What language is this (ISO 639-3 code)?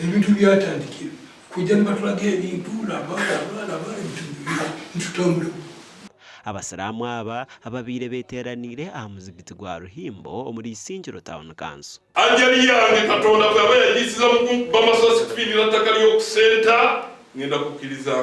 nyn